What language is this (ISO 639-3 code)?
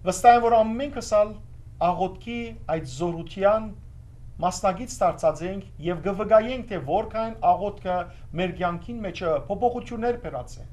hyw